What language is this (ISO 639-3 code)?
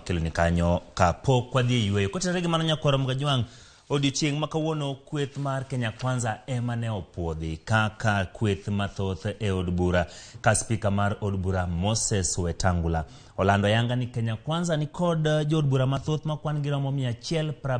luo